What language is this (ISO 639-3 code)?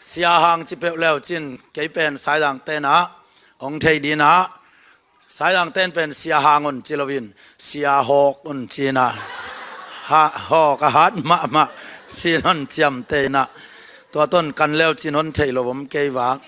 ctd